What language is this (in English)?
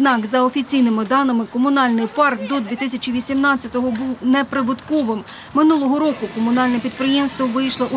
Ukrainian